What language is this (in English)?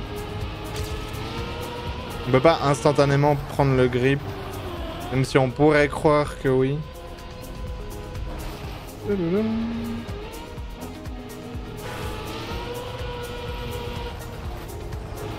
French